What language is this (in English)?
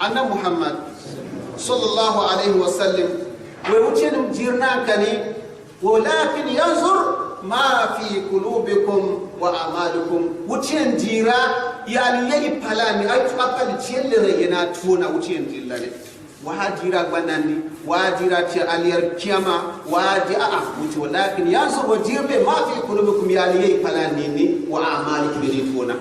Gourmanchéma